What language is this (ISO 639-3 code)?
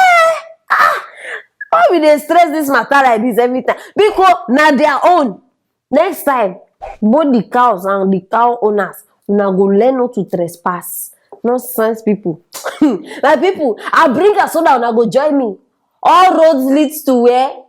pcm